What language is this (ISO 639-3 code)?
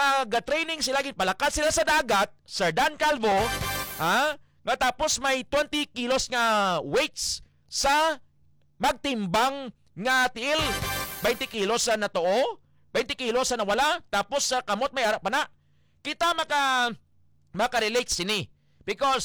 hil